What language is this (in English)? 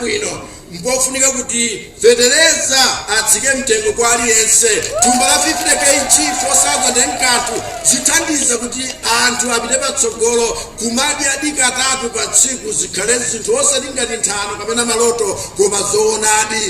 Nyanja